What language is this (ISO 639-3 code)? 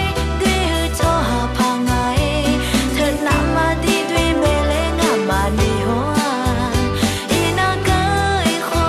ahk